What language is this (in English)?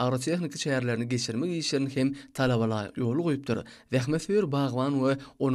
Turkmen